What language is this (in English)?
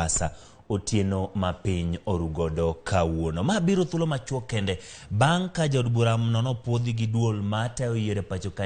Luo (Kenya and Tanzania)